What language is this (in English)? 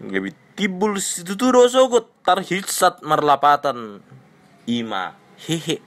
Batak Toba